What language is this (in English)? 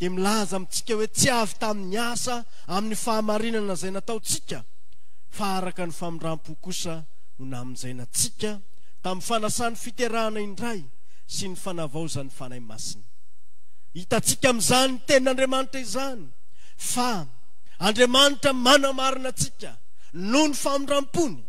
Malagasy